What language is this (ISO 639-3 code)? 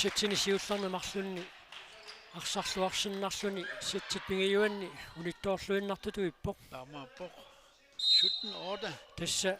kal